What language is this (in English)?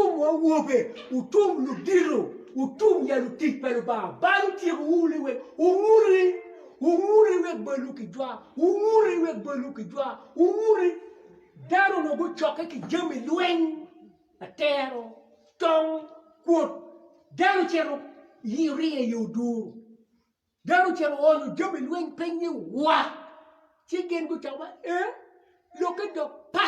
Acoli